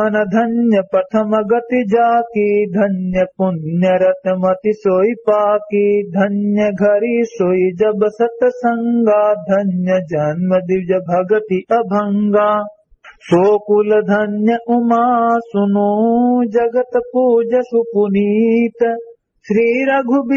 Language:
Awadhi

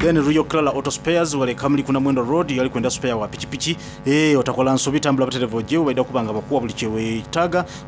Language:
Soga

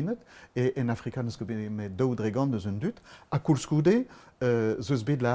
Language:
Breton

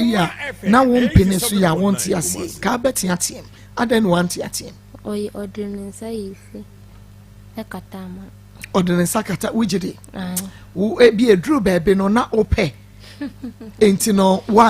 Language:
Akan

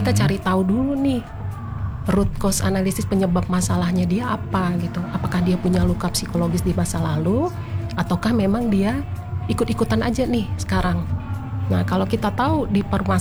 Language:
Indonesian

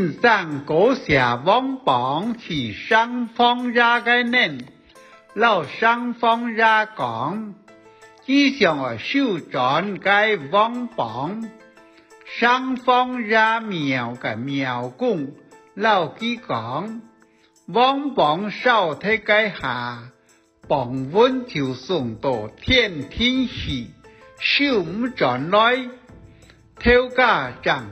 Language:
Hakka Chinese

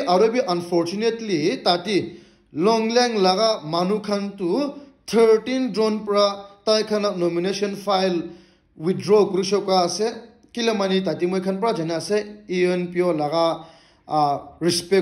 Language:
Naga Pidgin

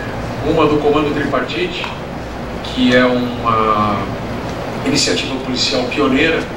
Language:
Portuguese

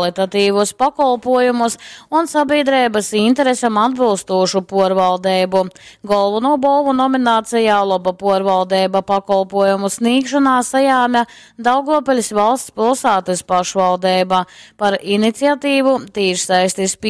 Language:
Latgalian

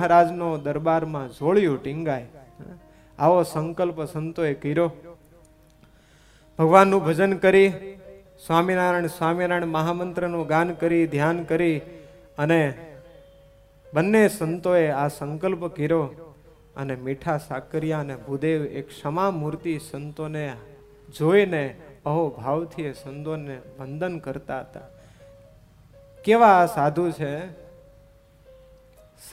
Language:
Gujarati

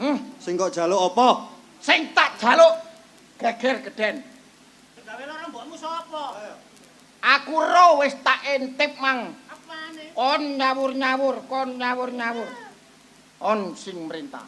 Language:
Javanese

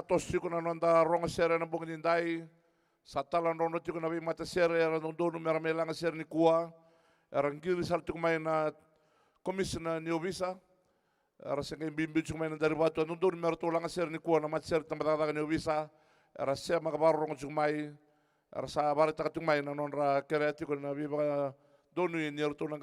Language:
Fijian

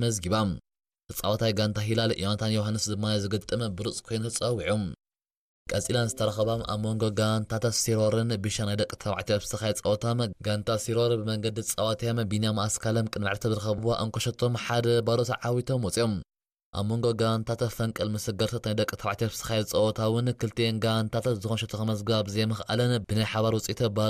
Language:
Tigrinya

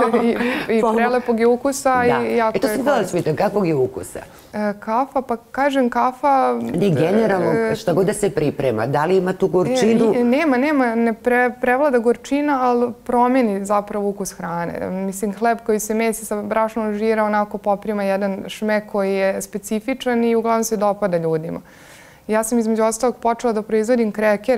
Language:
Serbian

